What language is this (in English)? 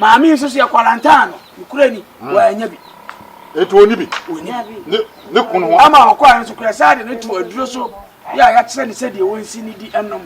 Akan